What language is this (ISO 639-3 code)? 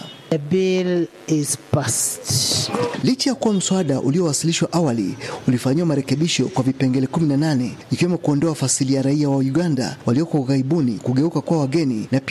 swa